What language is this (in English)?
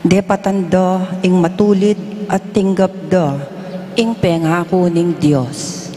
Pampanga